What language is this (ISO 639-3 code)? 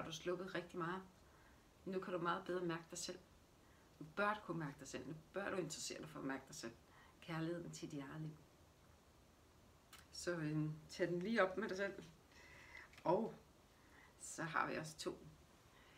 dan